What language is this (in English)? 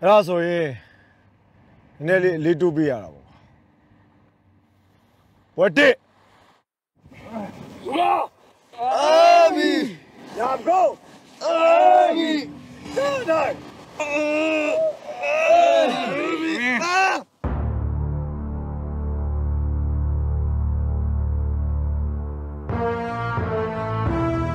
Burmese